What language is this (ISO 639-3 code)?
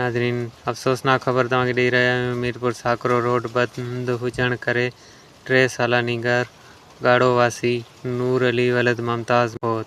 snd